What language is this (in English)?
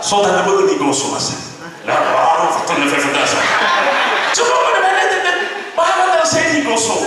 Nias